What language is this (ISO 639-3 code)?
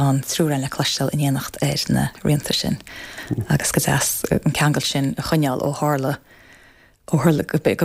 gle